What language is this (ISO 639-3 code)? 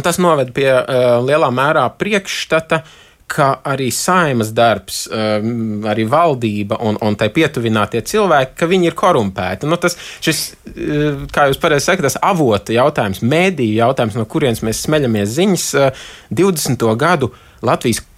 lav